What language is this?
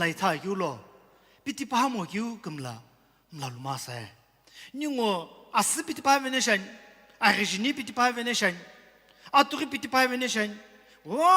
Sumi Naga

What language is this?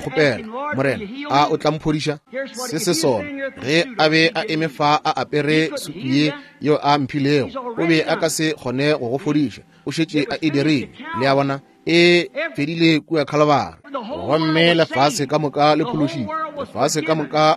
Northern Sotho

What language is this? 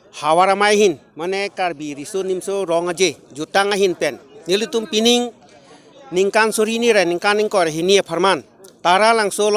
Karbi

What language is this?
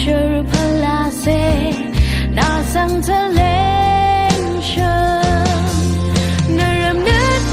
Rawang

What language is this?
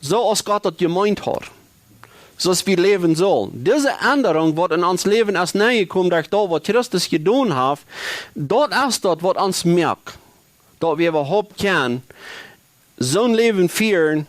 Plautdietsch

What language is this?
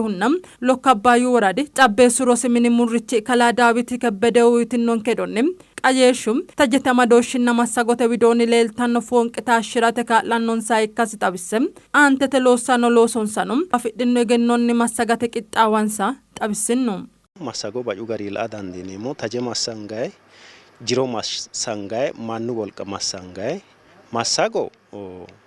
Sidamo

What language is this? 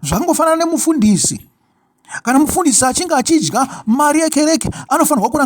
Shona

